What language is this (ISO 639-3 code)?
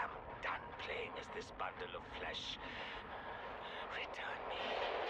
ces